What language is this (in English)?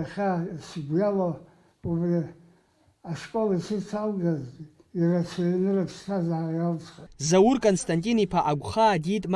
Abkhazian